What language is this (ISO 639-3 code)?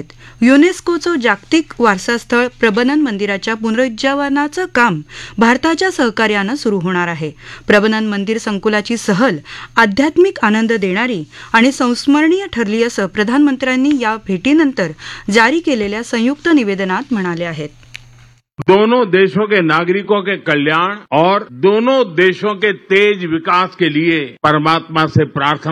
mar